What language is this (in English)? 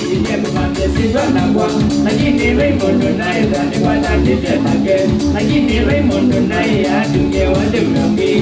Kamba